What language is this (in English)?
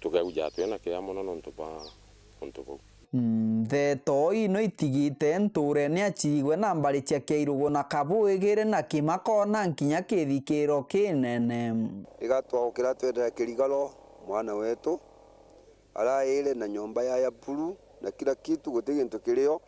Meru